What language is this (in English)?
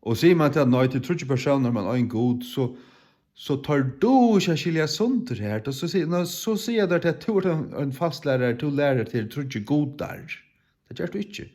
Faroese